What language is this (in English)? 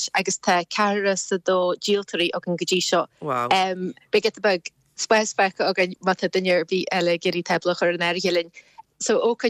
Irish